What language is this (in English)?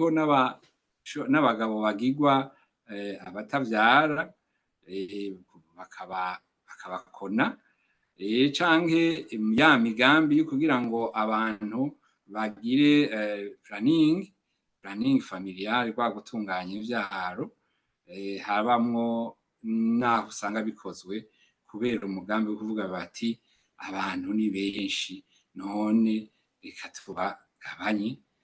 Rundi